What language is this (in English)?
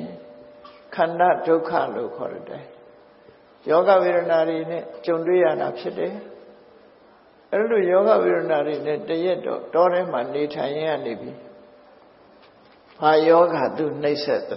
Burmese